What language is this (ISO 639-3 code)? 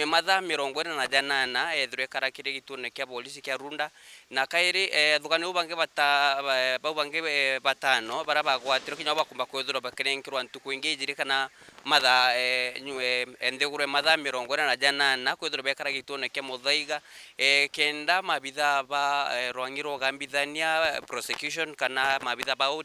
mer